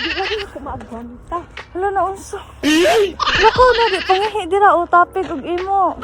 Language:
Cebuano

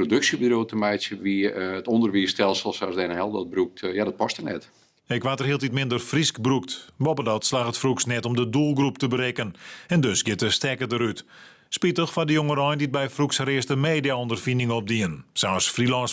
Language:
Western Frisian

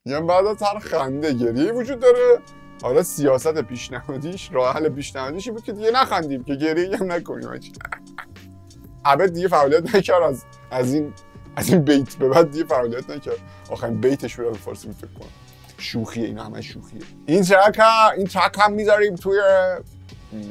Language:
Persian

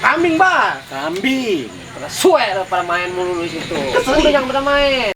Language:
Betawi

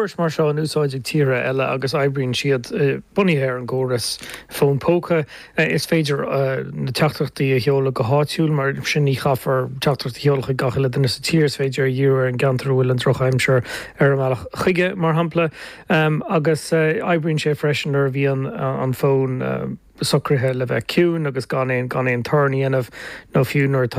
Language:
Irish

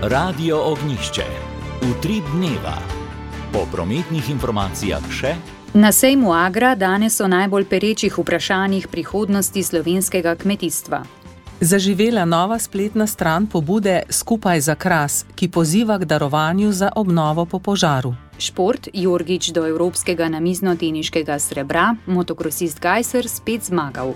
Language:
Slovenian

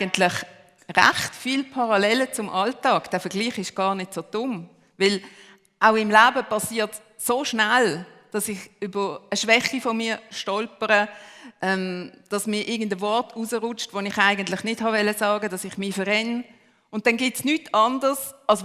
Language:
Swiss German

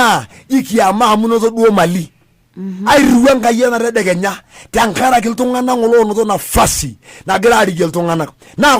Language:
Masai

